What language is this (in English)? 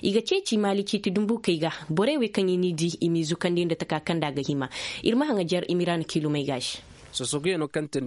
Zarma